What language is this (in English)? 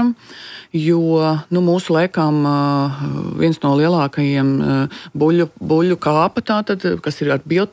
Latvian